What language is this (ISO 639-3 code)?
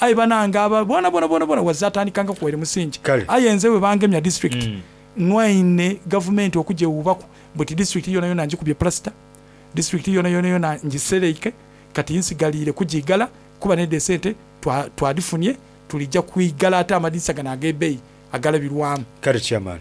xog